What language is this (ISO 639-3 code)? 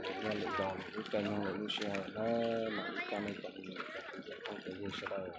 hmn